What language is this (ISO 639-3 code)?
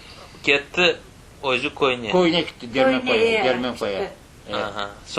crh